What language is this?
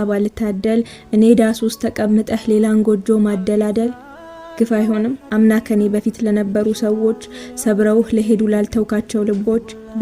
Amharic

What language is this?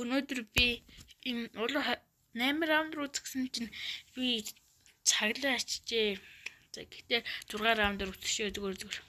Mongolian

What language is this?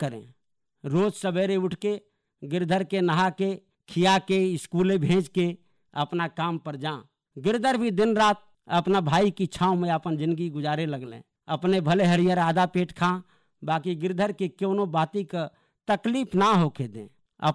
Bhojpuri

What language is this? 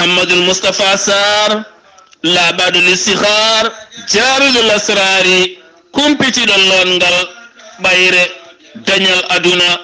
Fula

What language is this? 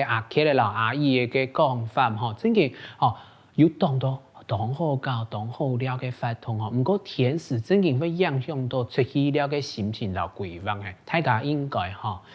Hakka Chinese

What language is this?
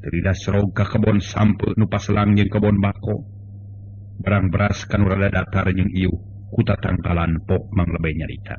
Sundanese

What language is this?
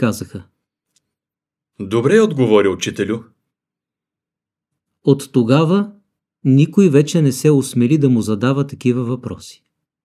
Bulgarian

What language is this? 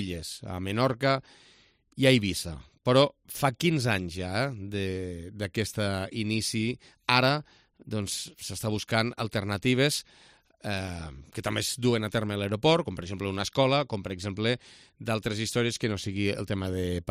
Catalan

